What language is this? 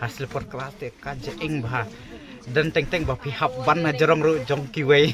Khasi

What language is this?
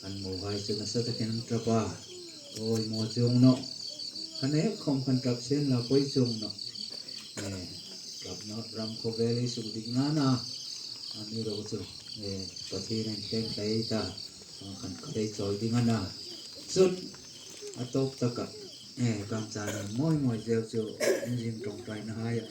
Hmar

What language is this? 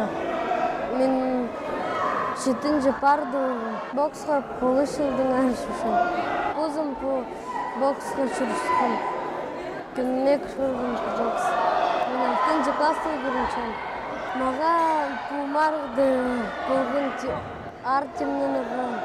Khakas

